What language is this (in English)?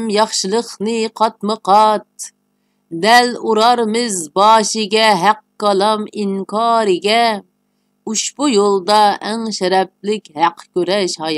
Uyghur